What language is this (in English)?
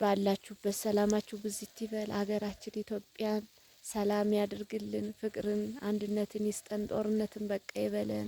Amharic